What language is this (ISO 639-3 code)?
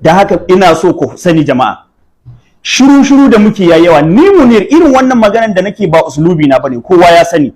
hau